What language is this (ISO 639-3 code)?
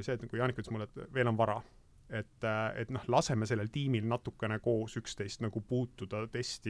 est